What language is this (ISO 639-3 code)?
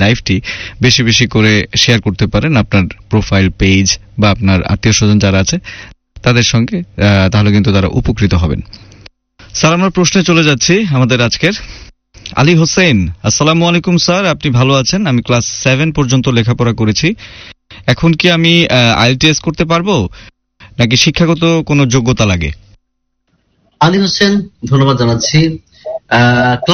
ben